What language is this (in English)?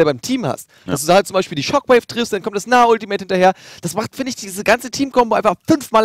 German